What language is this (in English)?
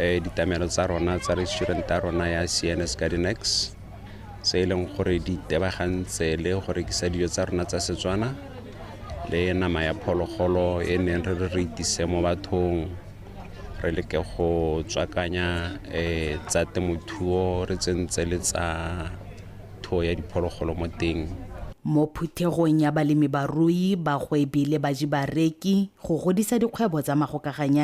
Tswana